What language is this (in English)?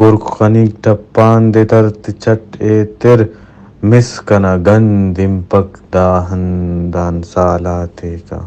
Brahui